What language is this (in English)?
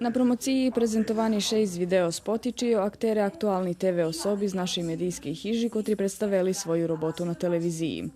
Rusyn